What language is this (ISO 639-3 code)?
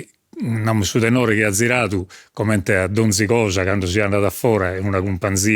srd